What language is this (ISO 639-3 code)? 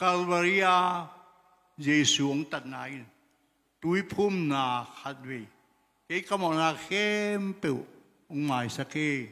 ctd